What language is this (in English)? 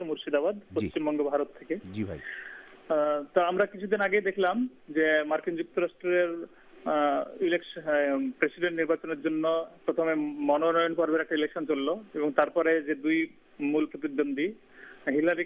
Bangla